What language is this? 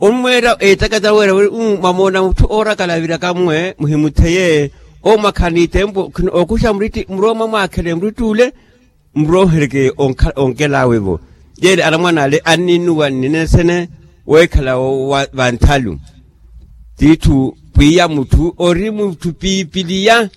Makhuwa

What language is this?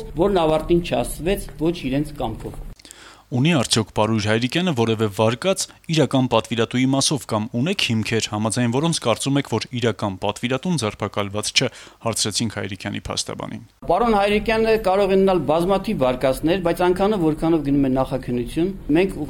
Armenian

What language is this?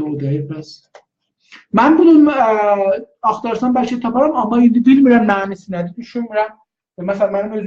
South Azerbaijani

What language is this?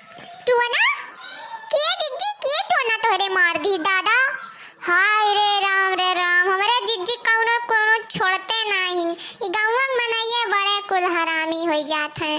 Awadhi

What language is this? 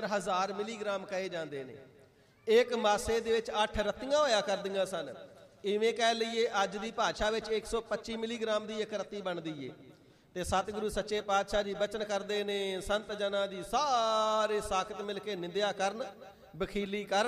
Punjabi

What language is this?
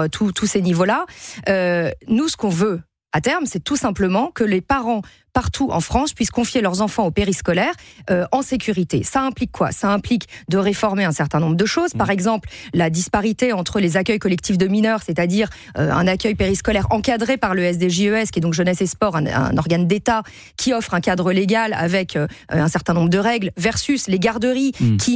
French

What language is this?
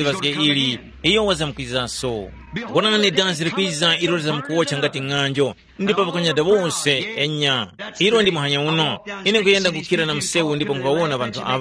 Tumbuka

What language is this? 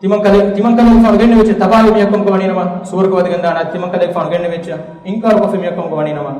Divehi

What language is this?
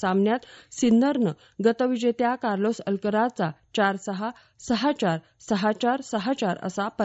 Marathi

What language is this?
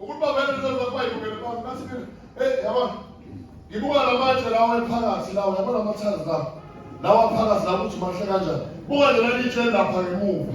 Zulu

